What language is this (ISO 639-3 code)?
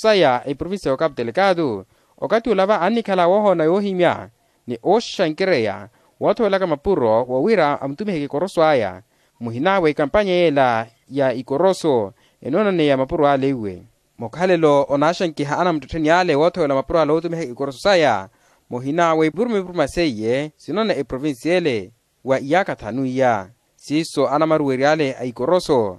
vmw